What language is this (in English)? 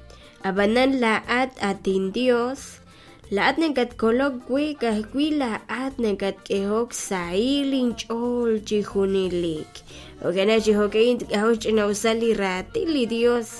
Kekchí